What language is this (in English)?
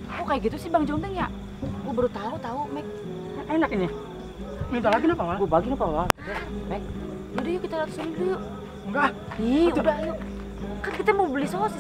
Betawi